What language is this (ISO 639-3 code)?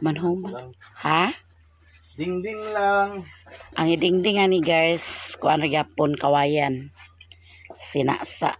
ceb